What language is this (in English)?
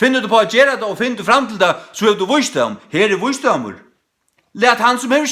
Faroese